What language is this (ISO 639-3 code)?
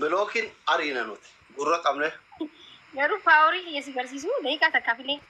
orm